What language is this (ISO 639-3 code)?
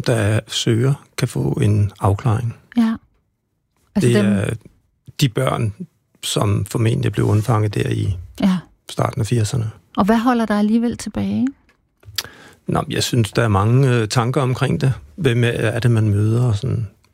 dan